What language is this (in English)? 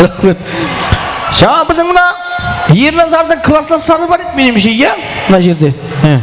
Kara-Kalpak